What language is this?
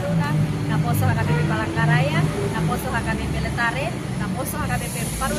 Batak Toba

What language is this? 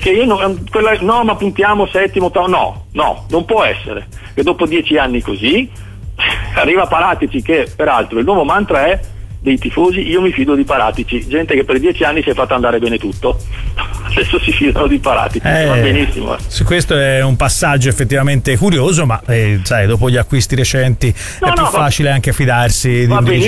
Italian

